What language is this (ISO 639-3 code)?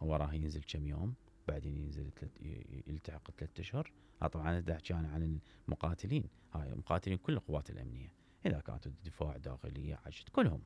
acm